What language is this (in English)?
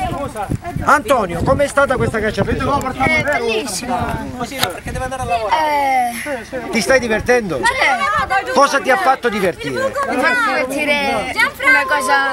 Italian